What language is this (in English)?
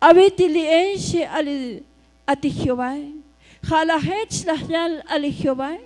Tzotzil